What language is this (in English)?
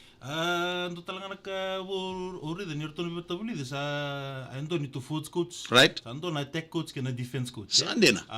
Fijian